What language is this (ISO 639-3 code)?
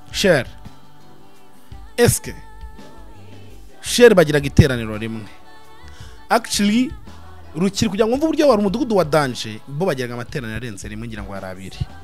kin